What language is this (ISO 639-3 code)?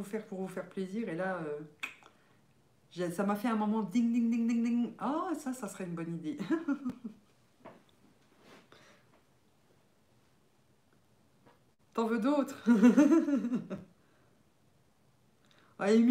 fra